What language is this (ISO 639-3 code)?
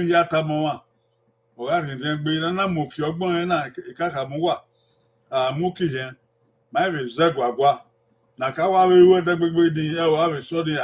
bin